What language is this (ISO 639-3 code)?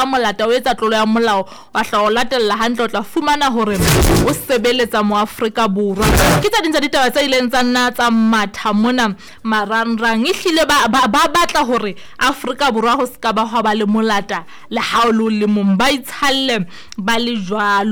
sot